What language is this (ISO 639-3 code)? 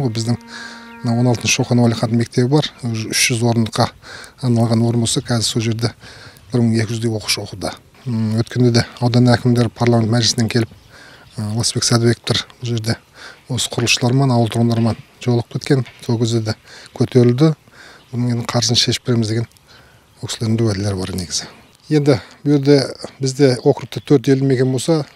kaz